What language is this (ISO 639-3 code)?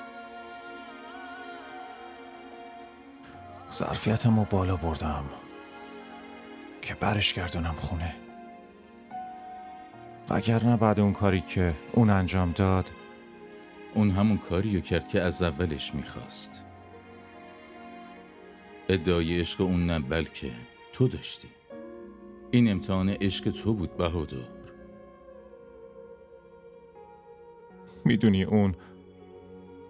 fas